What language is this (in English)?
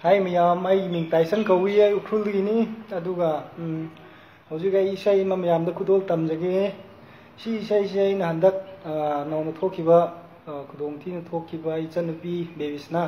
Manipuri